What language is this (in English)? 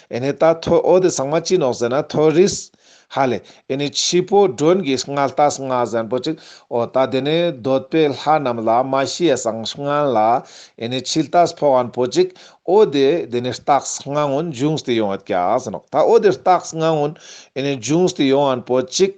Ladakhi